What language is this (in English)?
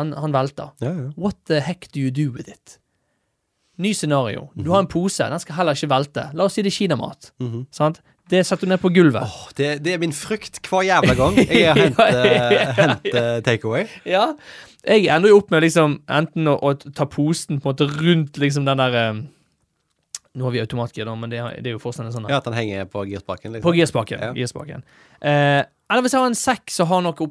Norwegian